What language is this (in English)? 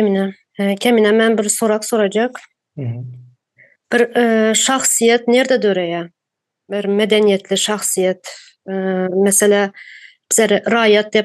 Turkmen